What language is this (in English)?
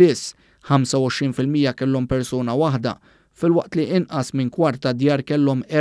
Maltese